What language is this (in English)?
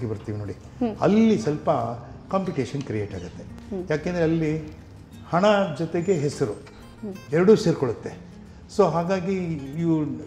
Kannada